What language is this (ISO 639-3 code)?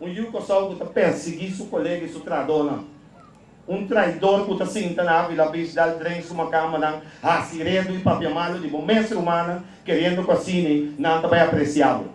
pap